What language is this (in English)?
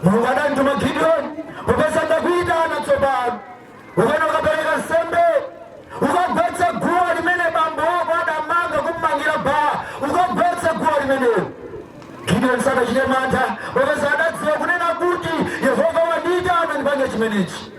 Nyanja